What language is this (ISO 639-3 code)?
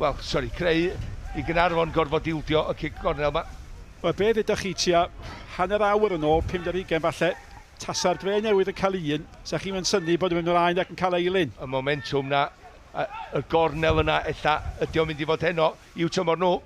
cym